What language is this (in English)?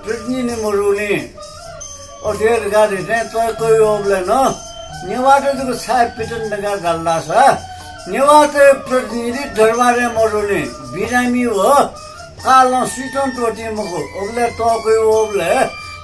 Newari